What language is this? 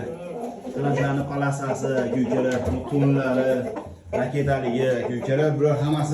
Uzbek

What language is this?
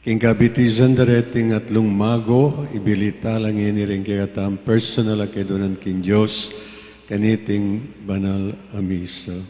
Pampanga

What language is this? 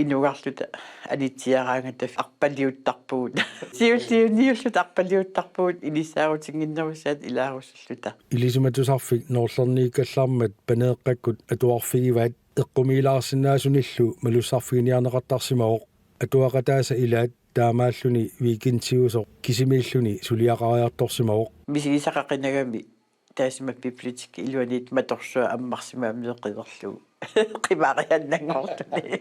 Kalaallisut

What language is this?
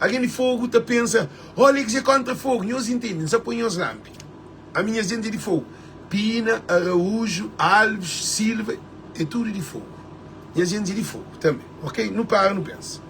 Kabuverdianu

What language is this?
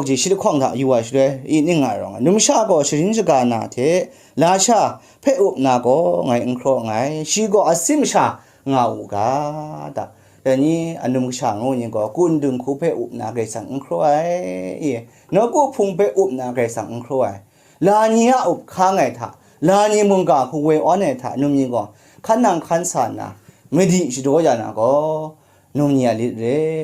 Kachin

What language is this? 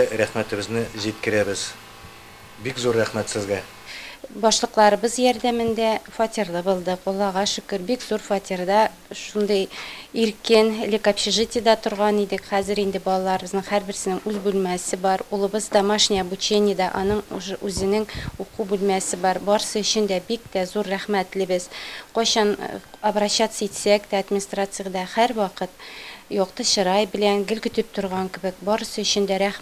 Tatar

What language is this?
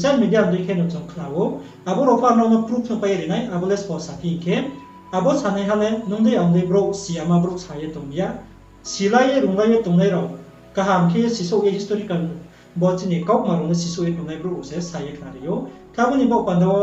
Riang (India)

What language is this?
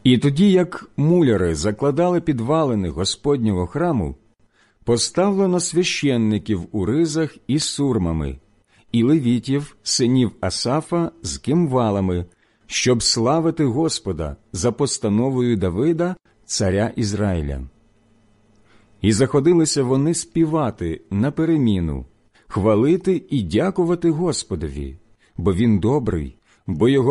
Ukrainian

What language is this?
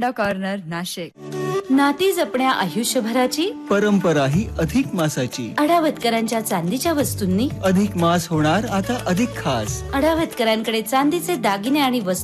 Marathi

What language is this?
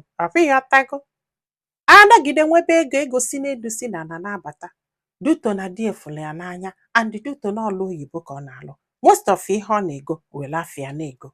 Igbo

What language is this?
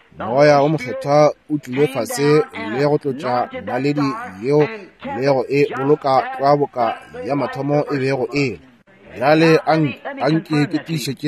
Northern Sotho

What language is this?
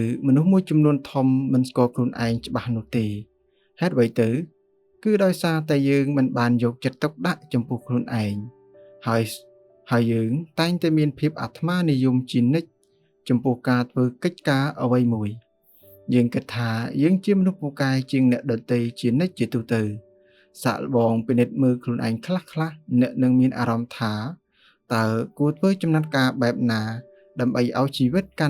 Khmer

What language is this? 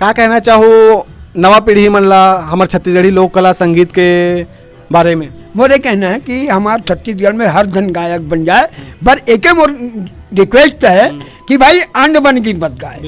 Chhattisgarhi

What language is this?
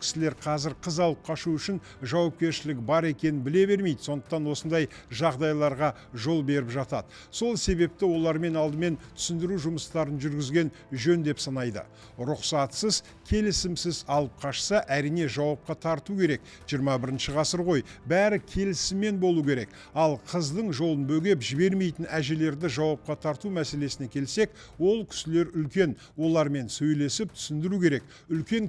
Kazakh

